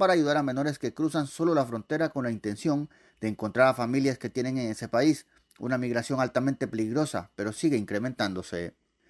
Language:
Spanish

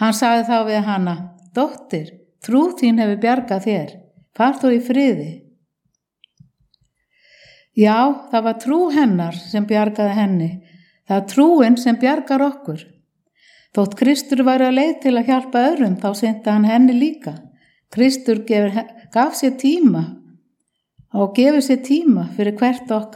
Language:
Icelandic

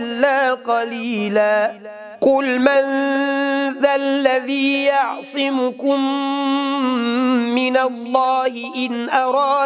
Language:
Arabic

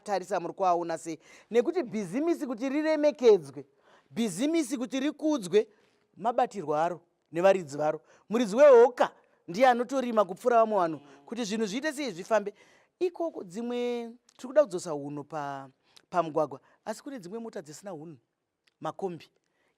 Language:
Shona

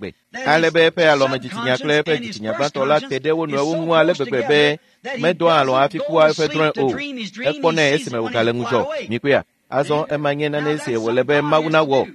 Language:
Ewe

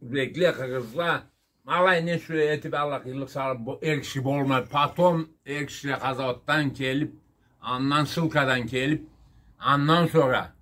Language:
Karachay-Balkar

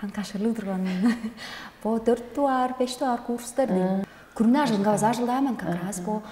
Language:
Tuvinian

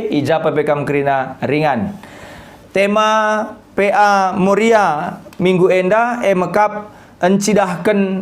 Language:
Batak Karo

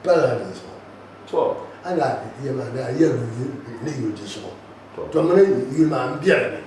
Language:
Dagbani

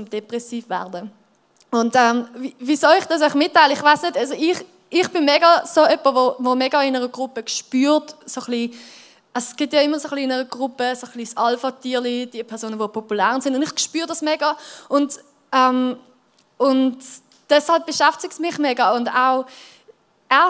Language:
Swiss German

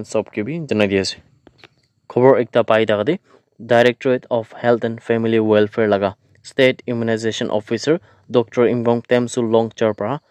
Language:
Naga Pidgin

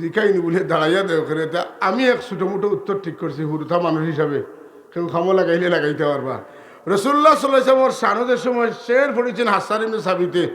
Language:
Sylheti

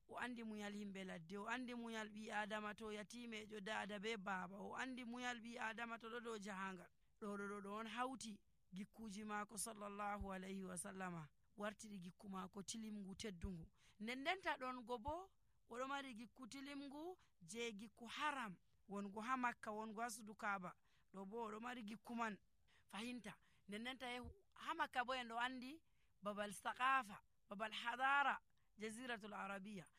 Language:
Nigerian Fulfulde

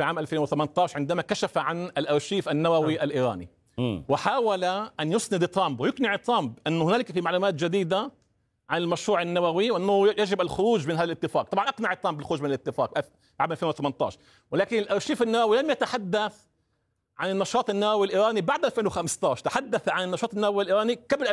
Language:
Arabic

